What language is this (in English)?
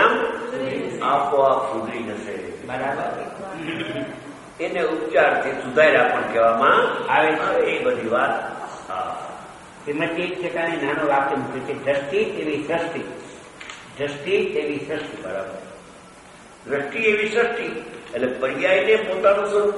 Gujarati